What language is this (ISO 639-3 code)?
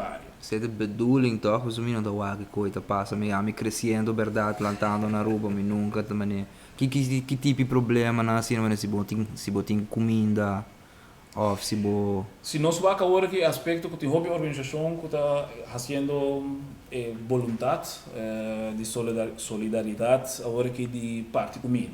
pap